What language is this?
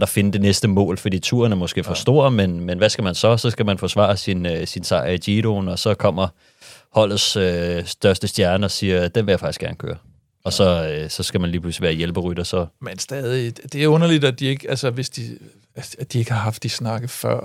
Danish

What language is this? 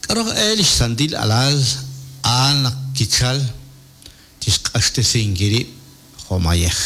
Kekchí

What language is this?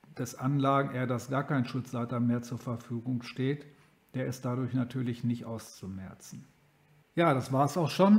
German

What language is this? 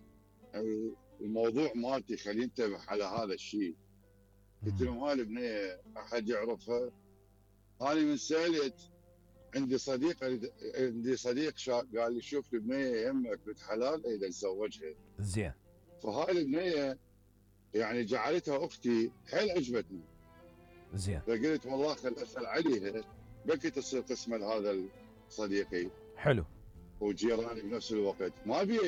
Mesopotamian Arabic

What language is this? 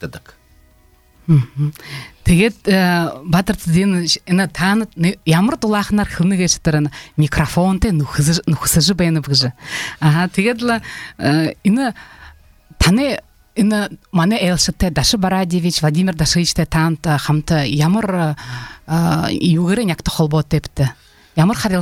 Belarusian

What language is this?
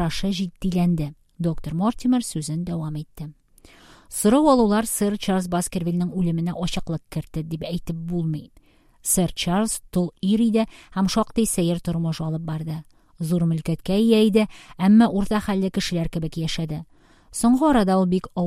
Tatar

